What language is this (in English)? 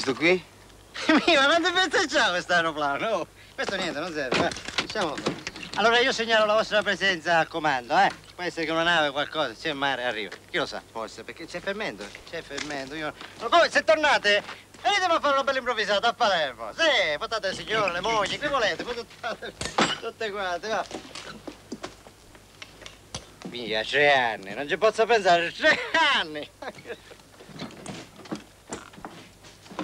Italian